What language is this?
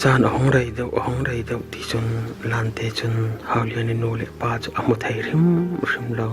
Falam Chin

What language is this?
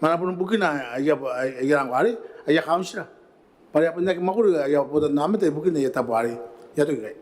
Gilbertese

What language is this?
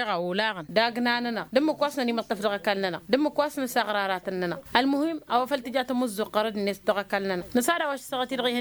Tamasheq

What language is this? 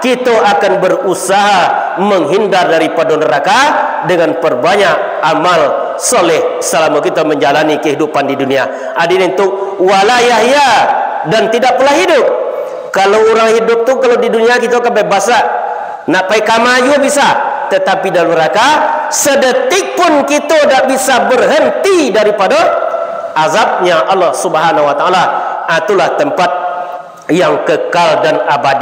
Minangkabau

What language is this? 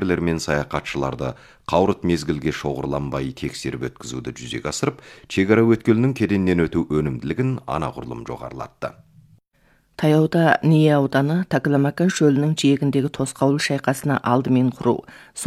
Kazakh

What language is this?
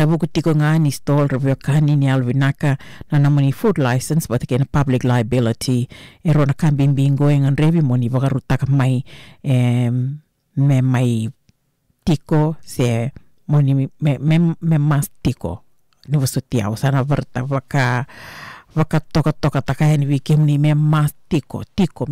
Fijian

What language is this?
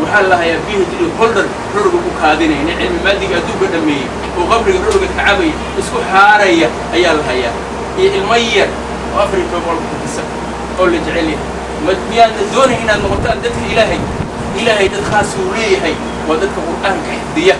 Somali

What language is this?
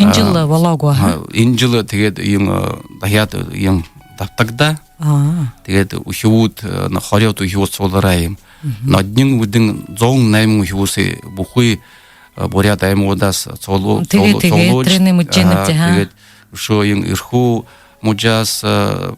Buriat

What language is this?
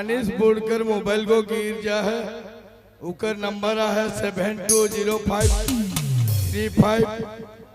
Sadri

